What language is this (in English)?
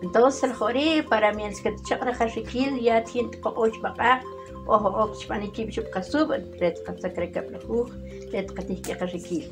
Uspanteco